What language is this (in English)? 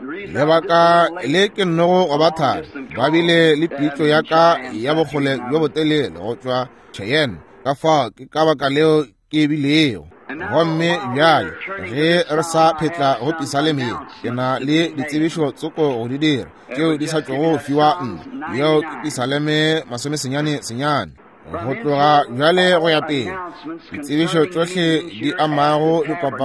Northern Sotho